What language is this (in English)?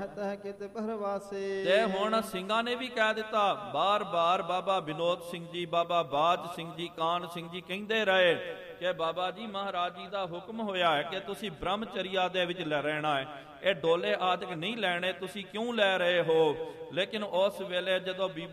Punjabi